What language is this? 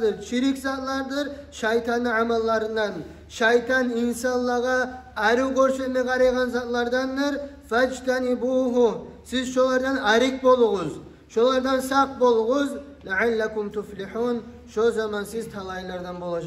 Kumyk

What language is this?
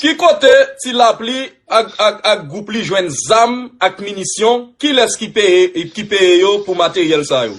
Haitian Creole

